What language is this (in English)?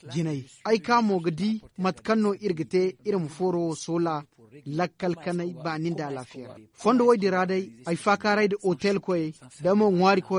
Zarma